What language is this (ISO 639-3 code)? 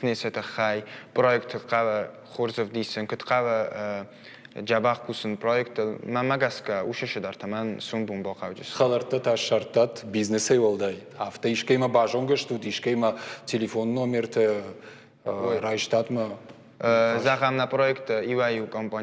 oss